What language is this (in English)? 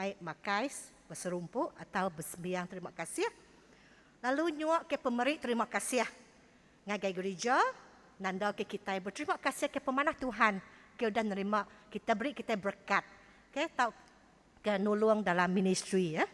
Iban